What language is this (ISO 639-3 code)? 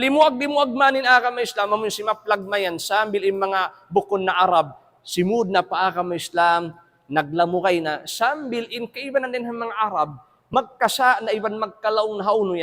tsg